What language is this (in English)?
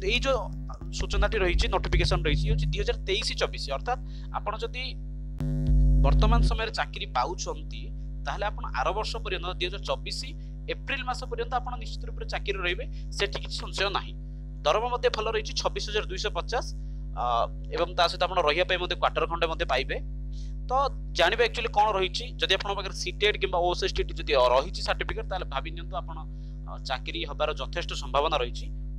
Odia